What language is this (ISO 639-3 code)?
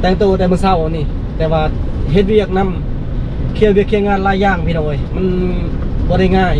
lao